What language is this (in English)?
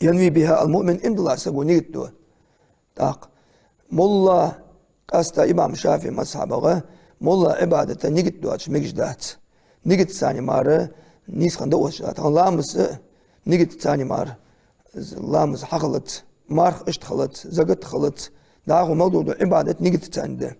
Ingush